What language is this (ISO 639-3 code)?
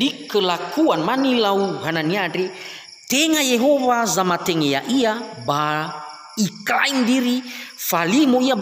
nia